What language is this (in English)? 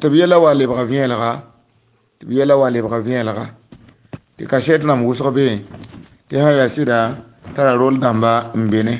Mossi